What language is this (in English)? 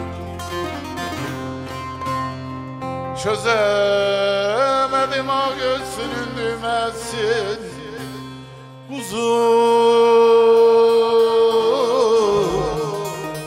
Turkish